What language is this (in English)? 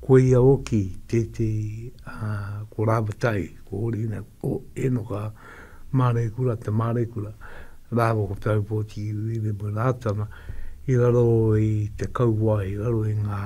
Māori